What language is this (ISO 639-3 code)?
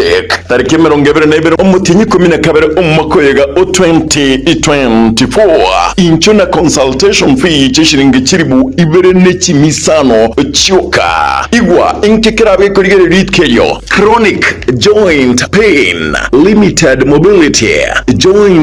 guz